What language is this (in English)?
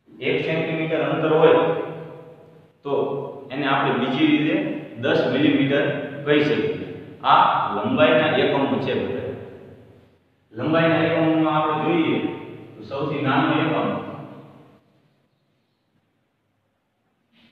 Gujarati